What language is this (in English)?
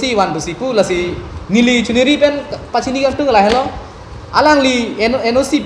Karbi